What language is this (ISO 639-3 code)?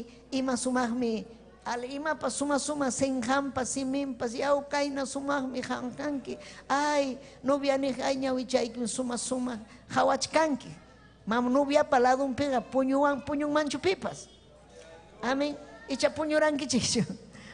quy